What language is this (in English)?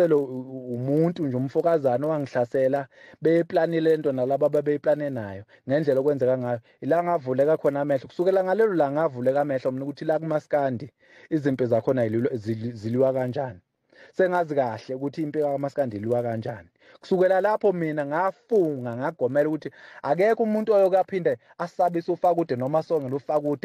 Zulu